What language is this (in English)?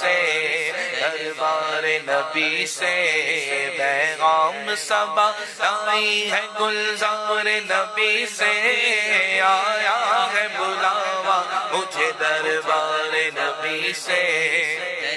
Urdu